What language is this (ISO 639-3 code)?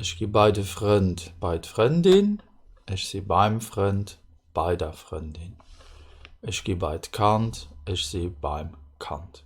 ltz